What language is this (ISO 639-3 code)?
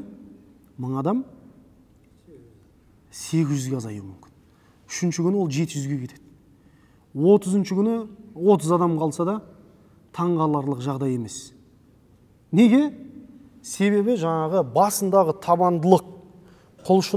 kaz